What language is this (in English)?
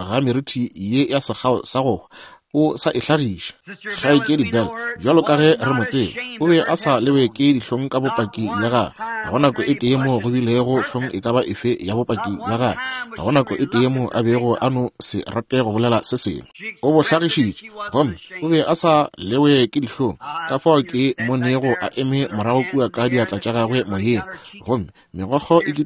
Northern Sotho